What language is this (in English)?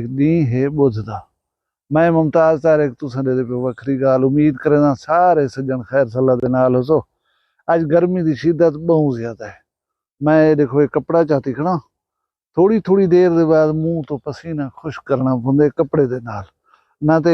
Saraiki